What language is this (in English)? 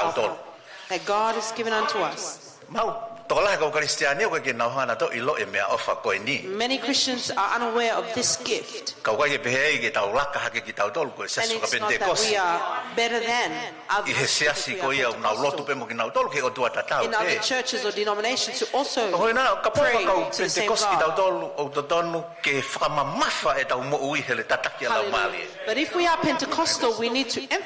Tongan